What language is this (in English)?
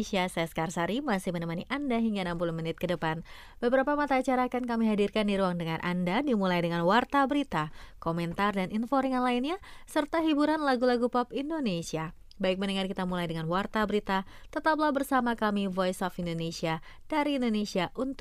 Indonesian